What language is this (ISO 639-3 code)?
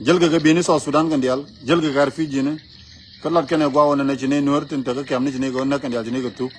nus